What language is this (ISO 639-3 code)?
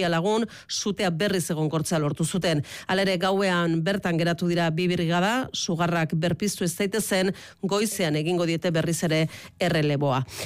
eus